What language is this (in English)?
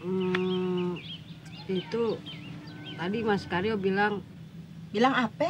Betawi